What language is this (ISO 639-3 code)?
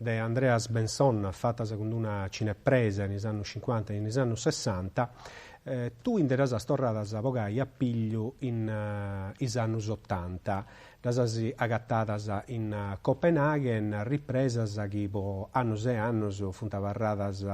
srd